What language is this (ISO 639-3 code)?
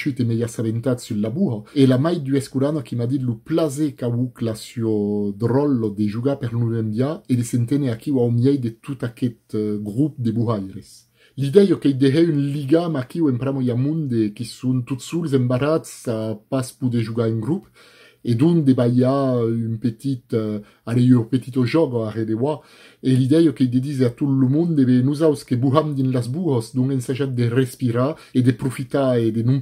oci